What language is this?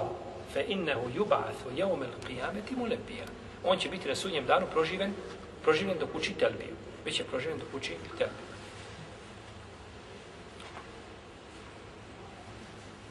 Bosnian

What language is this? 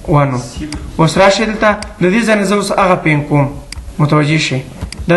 Pashto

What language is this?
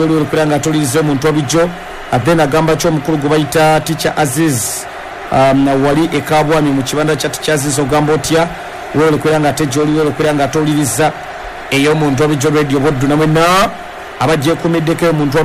Ganda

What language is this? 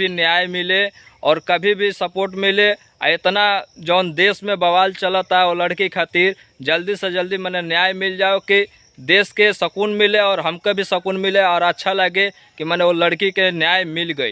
Bhojpuri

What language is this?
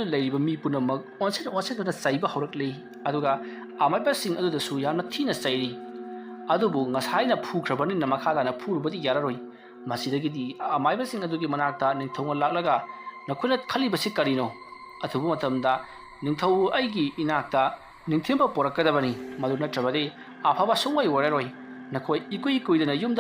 Manipuri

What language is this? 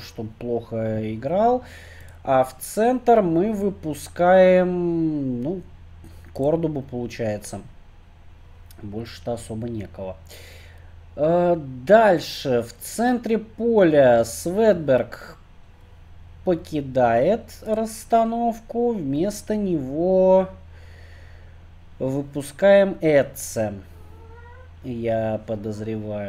Russian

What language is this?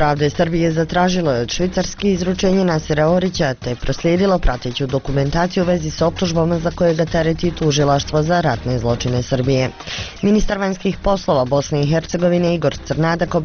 Bosnian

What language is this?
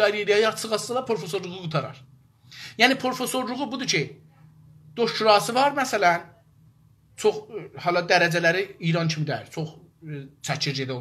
South Azerbaijani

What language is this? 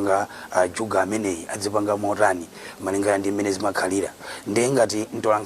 Nyanja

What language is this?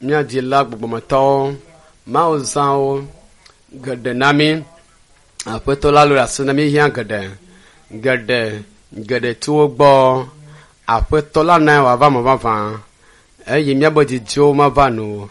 Ewe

